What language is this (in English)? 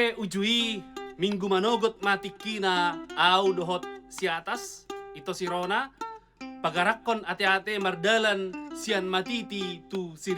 Batak Toba